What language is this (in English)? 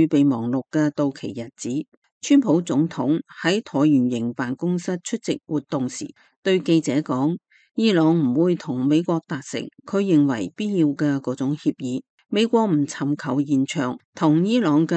Cantonese